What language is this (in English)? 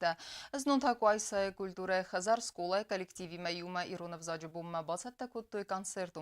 Ossetic